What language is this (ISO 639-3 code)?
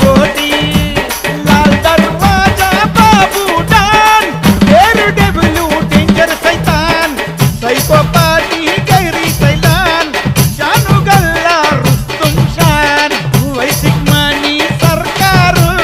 tel